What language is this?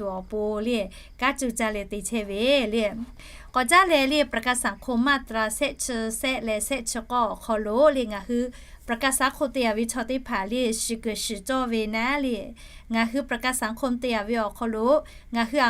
Lahu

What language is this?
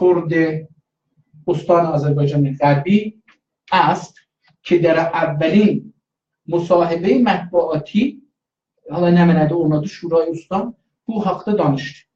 South Azerbaijani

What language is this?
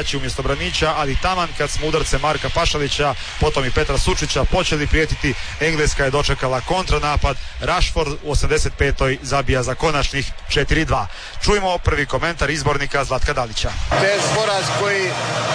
Croatian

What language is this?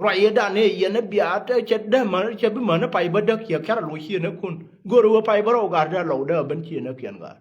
Nuer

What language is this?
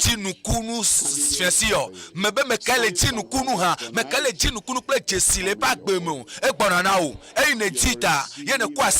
Ewe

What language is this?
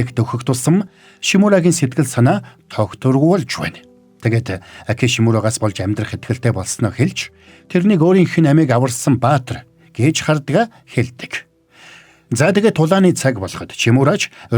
Mongolian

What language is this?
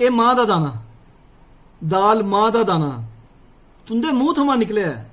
Dogri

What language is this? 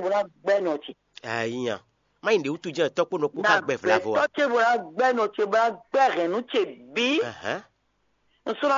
Fon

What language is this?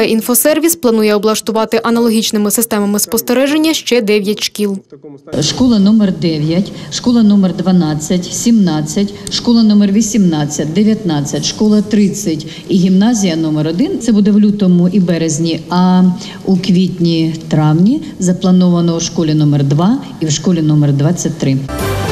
Ukrainian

